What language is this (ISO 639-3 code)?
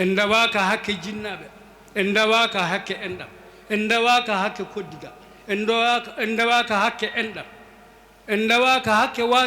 ful